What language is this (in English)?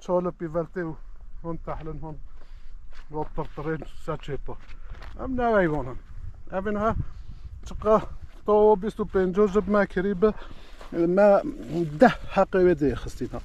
Kurdish